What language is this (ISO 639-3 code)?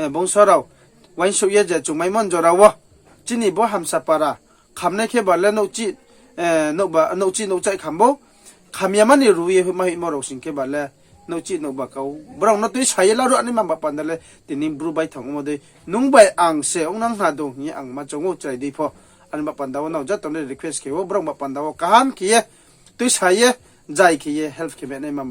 ria